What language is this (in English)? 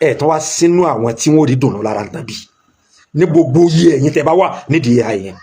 Yoruba